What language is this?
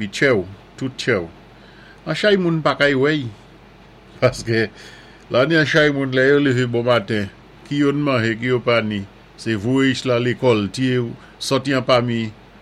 Saint Lucian Creole French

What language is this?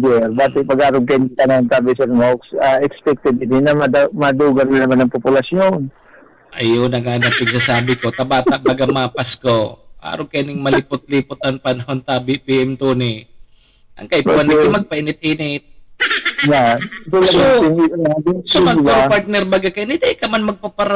Bikol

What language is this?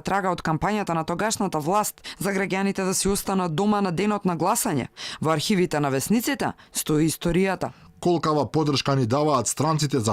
Macedonian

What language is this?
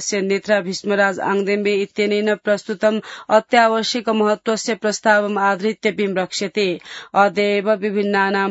Sanskrit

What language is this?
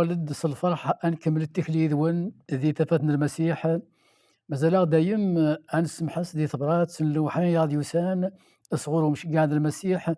Kabyle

